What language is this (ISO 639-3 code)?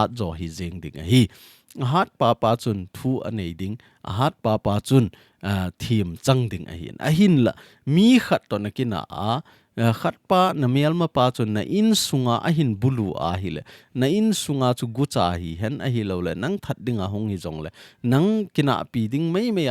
tcz